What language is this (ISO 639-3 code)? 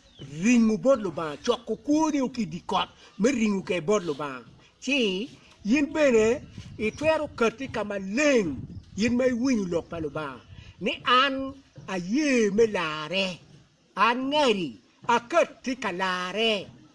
ach